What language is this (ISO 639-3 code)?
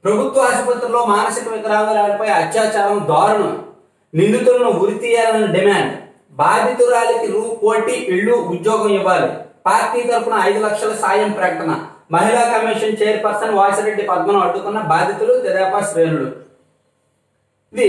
tel